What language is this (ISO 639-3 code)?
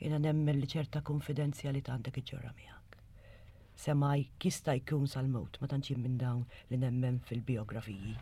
mlt